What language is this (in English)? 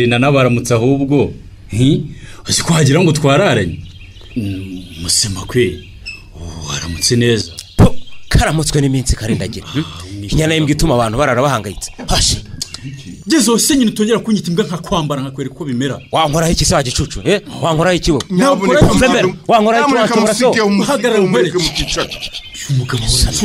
Kinyarwanda